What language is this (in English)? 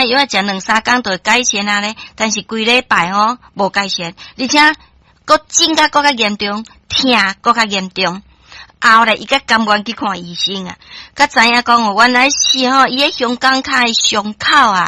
Min Nan Chinese